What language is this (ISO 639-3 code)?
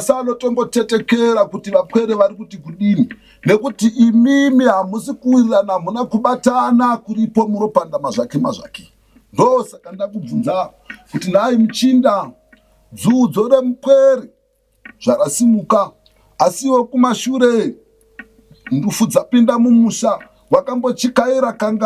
sna